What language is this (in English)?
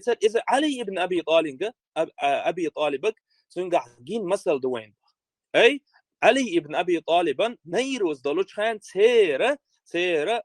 Chechen